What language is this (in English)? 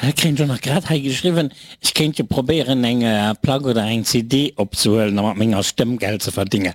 Luxembourgish